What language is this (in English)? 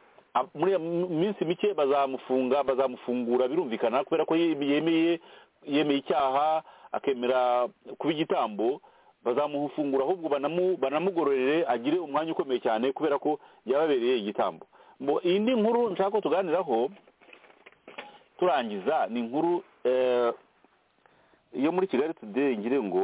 Kinyarwanda